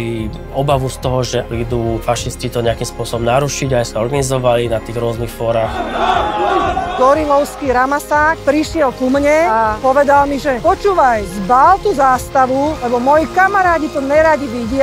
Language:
Slovak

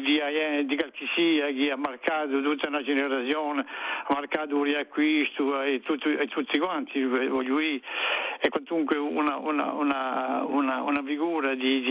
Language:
Corsican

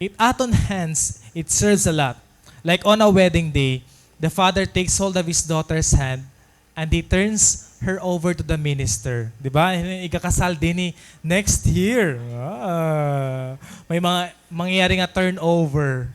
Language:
Waray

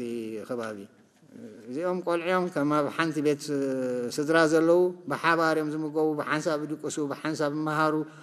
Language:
Tigrinya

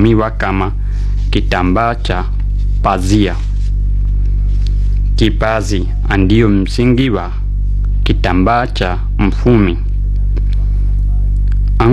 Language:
Swahili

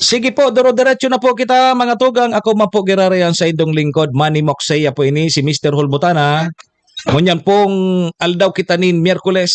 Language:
Bikol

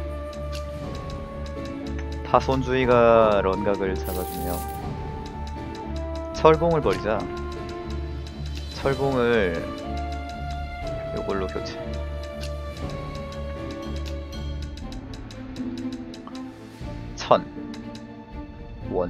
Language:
Korean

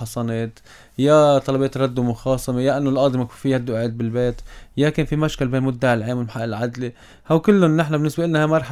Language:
North Levantine Arabic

